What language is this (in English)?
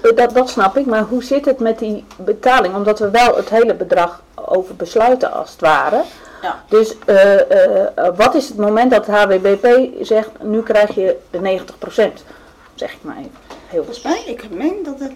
Dutch